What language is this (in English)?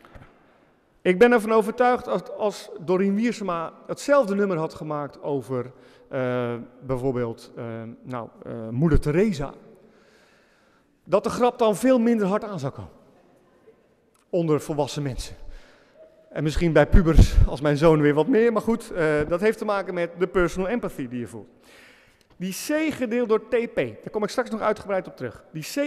Dutch